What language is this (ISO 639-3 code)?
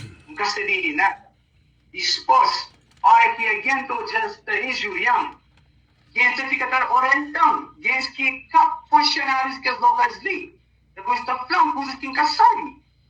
kea